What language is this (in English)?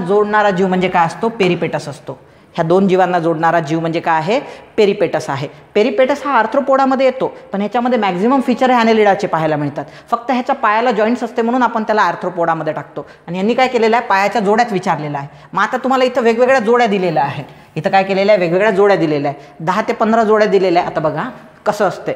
Marathi